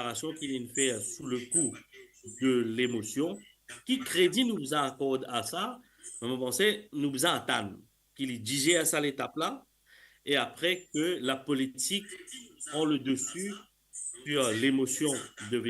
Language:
Morisyen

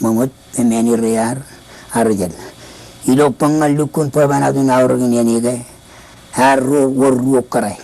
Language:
Marshallese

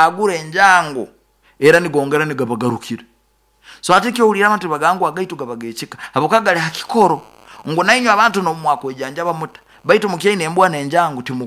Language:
Nyoro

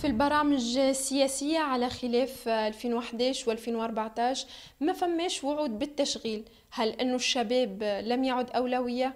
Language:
Tunisian Arabic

